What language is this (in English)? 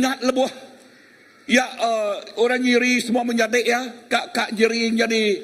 Iban